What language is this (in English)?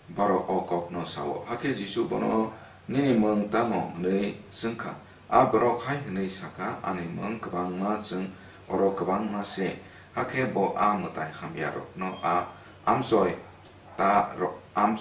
Kok Borok